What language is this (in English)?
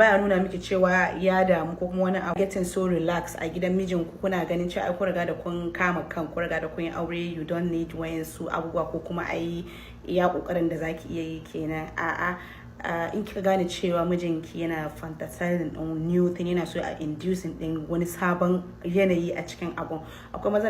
Hausa